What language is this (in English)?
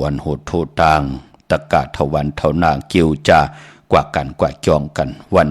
Shan